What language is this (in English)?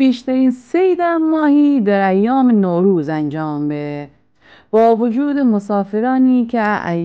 Gilaki